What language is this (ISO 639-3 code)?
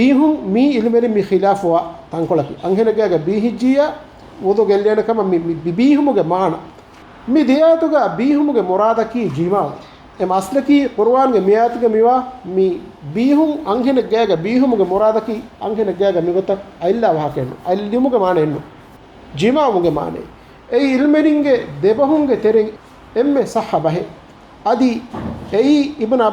div